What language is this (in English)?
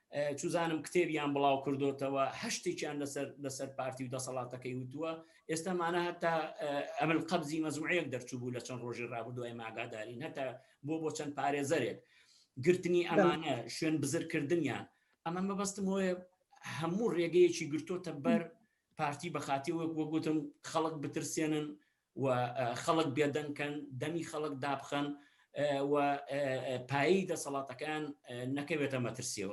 Central Kurdish